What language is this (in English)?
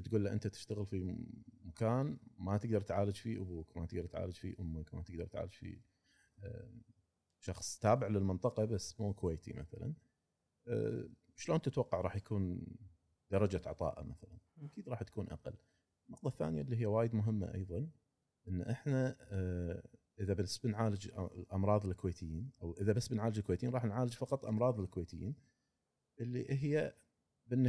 Gulf Arabic